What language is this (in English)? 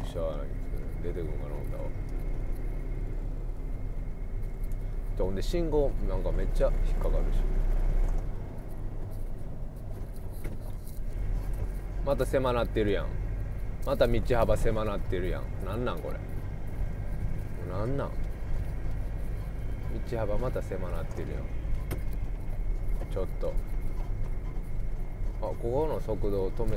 Japanese